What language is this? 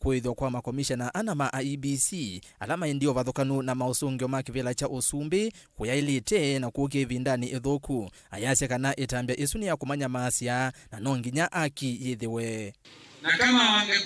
Kamba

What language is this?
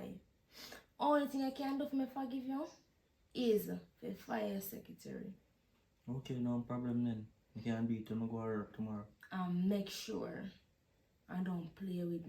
Jamaican Creole English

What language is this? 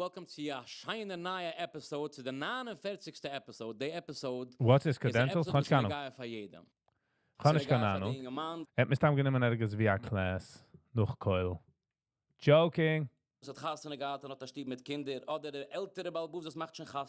Yiddish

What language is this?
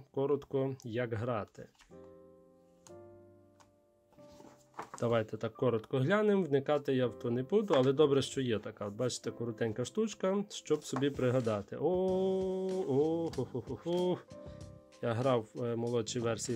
Ukrainian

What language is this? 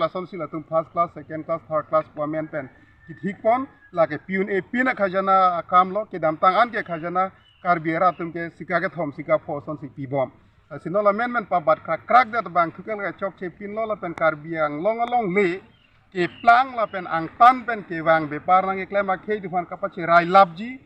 Karbi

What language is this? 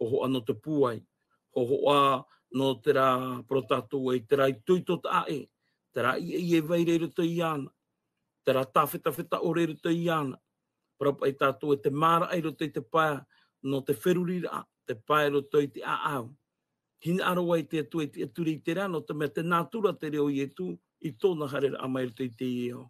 Tahitian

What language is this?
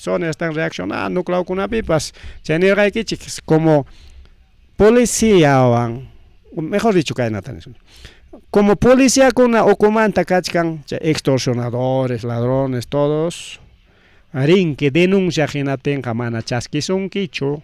Ayacucho Quechua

